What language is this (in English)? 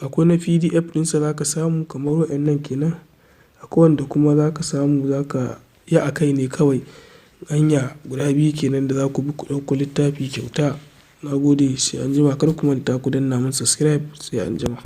Hausa